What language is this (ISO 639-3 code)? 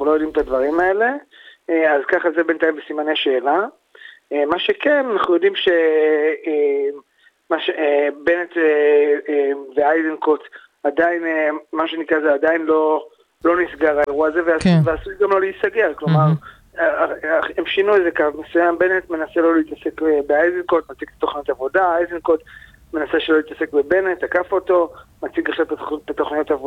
heb